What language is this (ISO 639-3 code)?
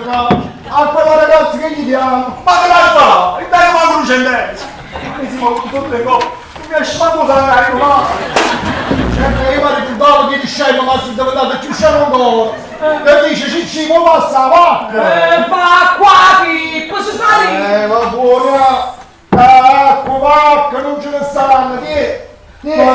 nap